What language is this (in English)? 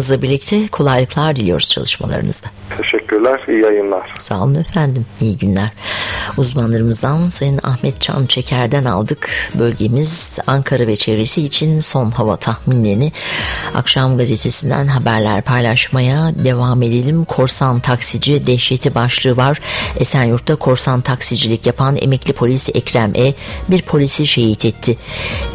Turkish